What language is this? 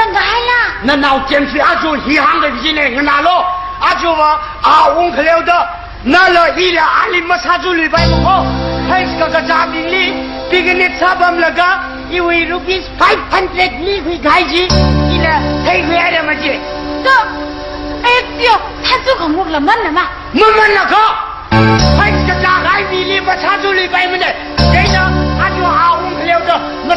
Tangkhul Naga (India)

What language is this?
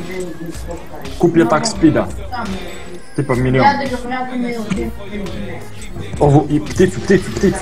Croatian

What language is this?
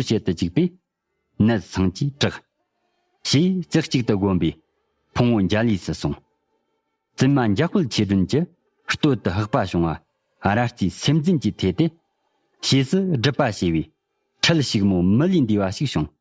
Tibetan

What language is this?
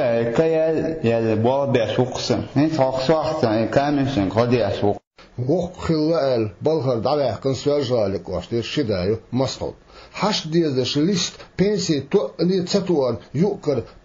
Chechen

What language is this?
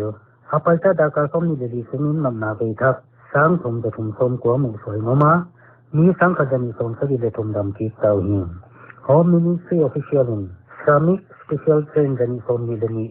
Paite Chin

